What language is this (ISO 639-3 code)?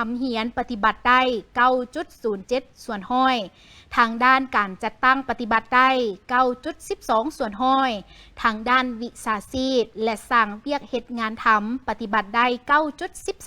lao